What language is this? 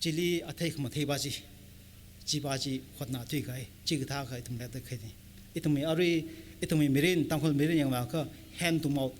Tangkhul Naga (India)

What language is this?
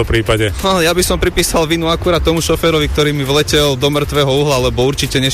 Slovak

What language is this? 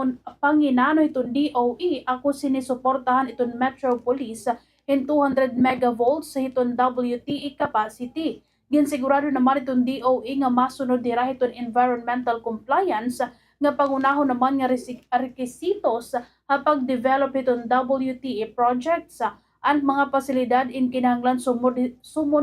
Waray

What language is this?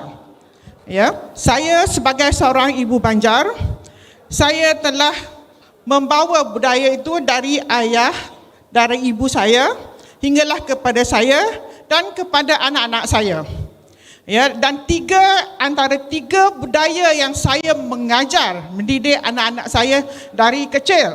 Banjar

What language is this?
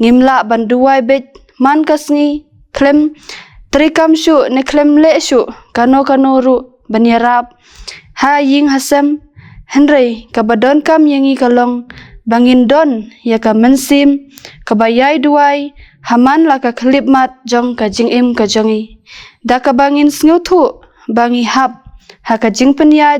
Khasi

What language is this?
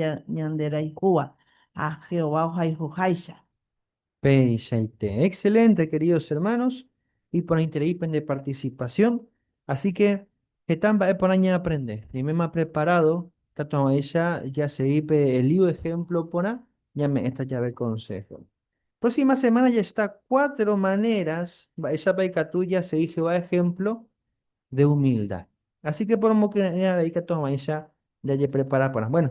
Guarani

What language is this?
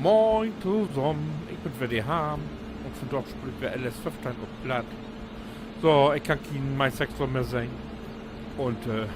Low German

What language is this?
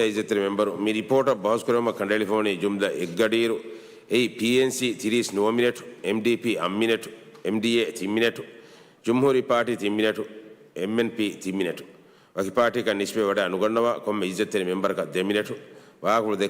Divehi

